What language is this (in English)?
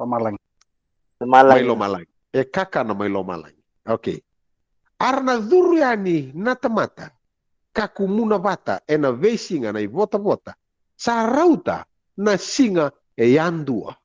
Fijian